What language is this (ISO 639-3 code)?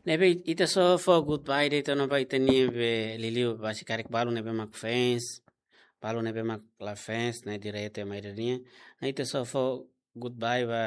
tet